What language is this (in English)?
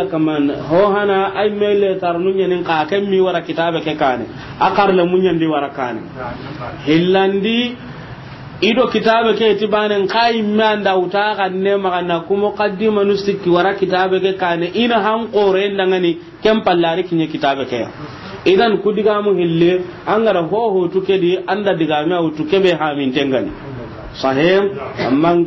Soninke